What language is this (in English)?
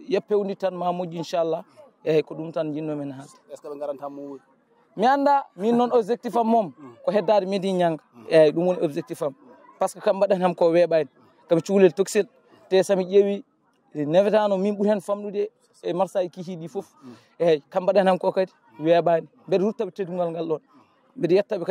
Fula